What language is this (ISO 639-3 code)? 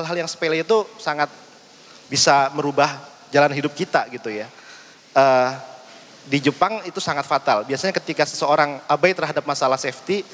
ind